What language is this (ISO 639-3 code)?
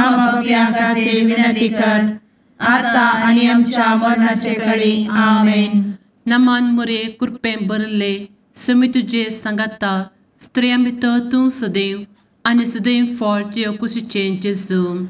kok